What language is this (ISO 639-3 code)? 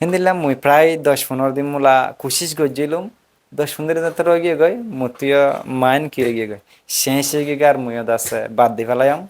rhg